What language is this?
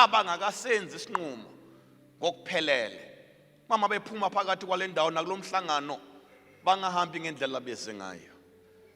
Zulu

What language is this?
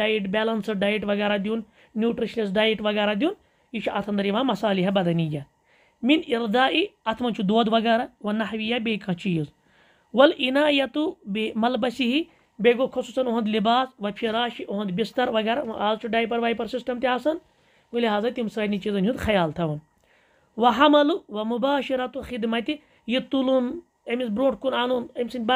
Kashmiri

